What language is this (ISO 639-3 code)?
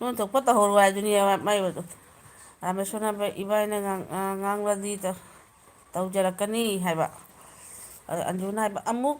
mni